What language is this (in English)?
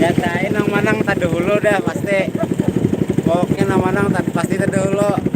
Banjar